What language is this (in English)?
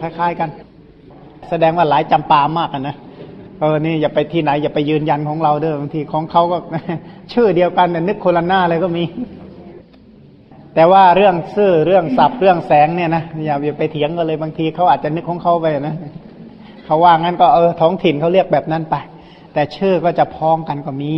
Thai